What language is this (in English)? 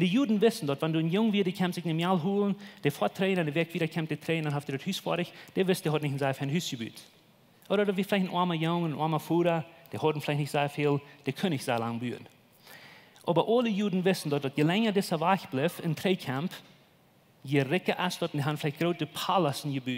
Plautdietsch